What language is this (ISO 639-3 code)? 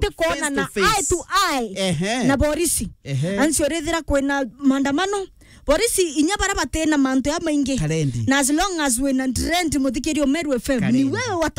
mer